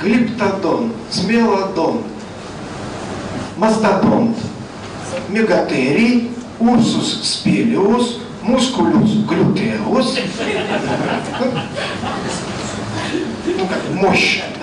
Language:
Russian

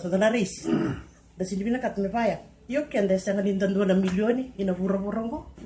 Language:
Fijian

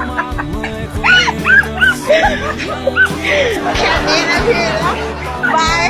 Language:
Lao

